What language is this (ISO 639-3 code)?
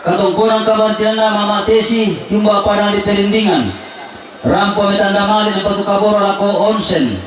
sda